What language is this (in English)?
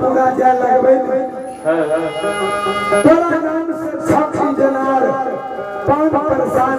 Maithili